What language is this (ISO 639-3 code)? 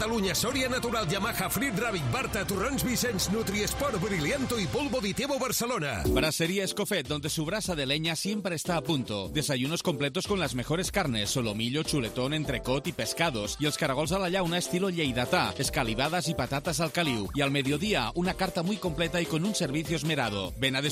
cat